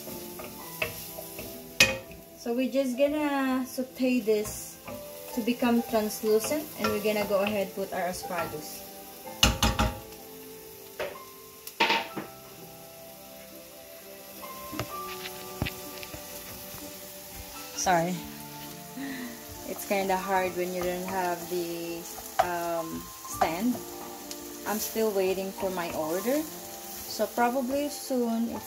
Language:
English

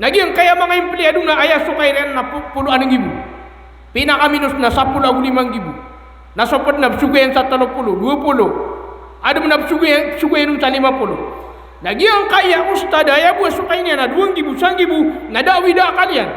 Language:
Maranao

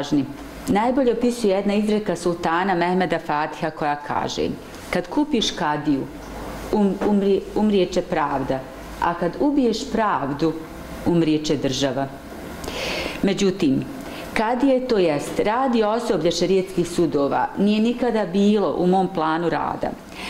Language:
Bosnian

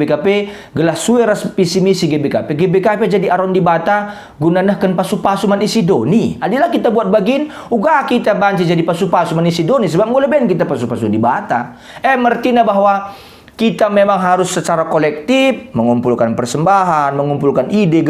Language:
Batak Karo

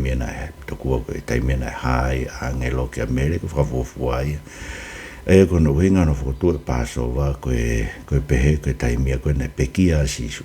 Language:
Tongan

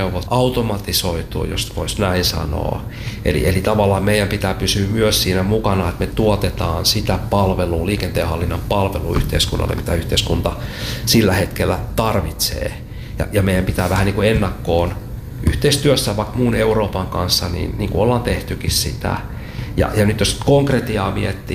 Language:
Finnish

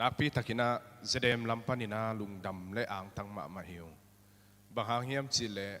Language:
Tedim Chin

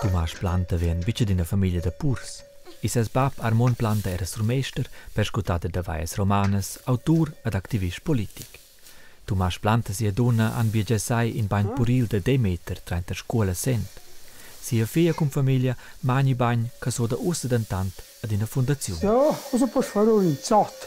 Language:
Romansh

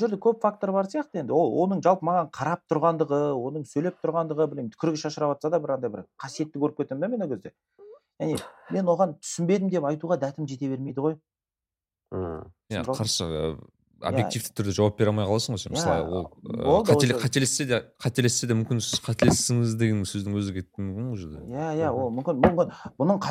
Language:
Kazakh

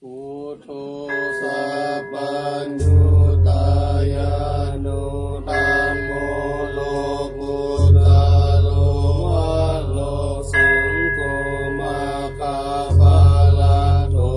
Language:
Pali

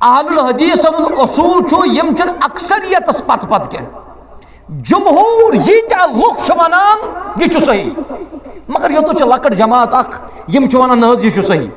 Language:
Kashmiri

